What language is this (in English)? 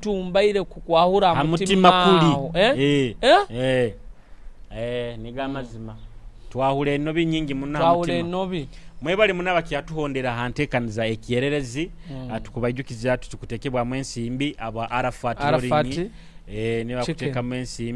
Nyoro